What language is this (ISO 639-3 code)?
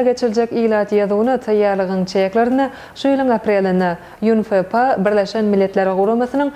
tuk